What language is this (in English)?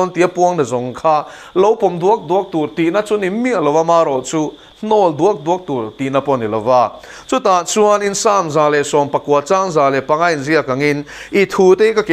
Mizo